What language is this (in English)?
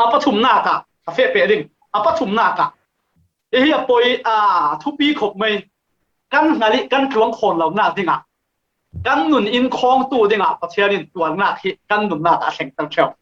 Falam Chin